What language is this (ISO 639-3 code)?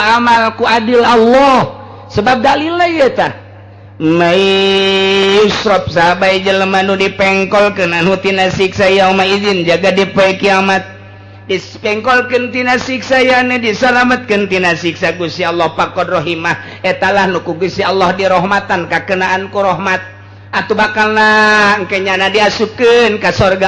sun